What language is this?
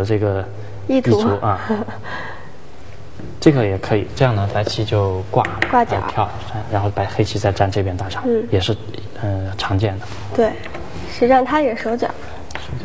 Chinese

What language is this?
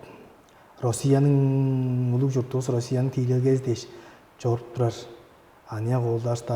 Tuvinian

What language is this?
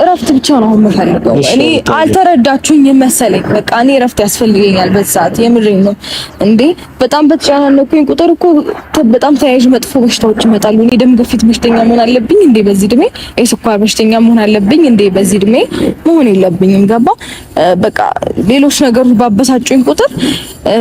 Amharic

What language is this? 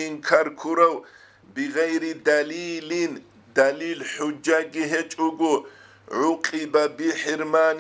Avaric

